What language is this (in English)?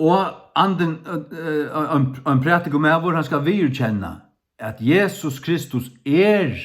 Faroese